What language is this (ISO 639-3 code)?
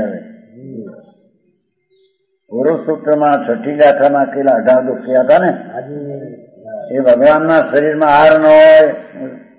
guj